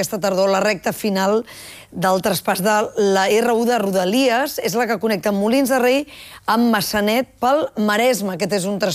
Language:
Catalan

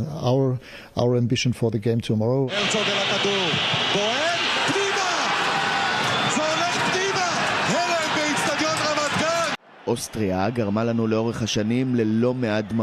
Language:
Hebrew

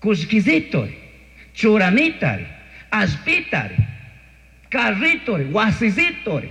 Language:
Chimborazo Highland Quichua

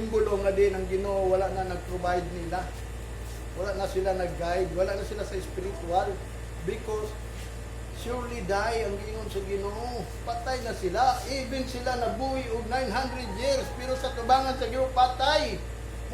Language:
Cebuano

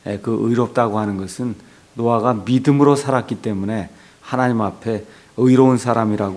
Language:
Korean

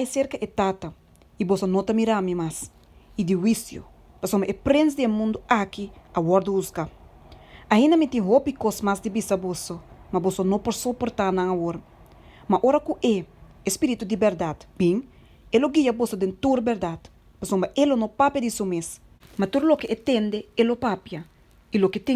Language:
Papiamento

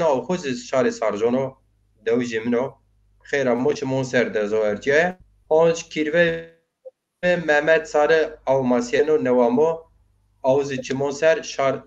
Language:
Zaza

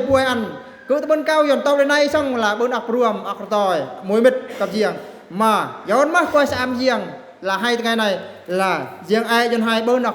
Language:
Eastern Bru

